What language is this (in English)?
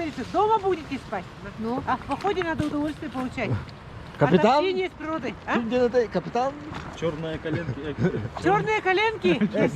Yakut